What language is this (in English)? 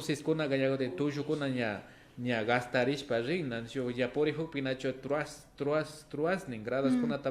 Imbabura Highland Quichua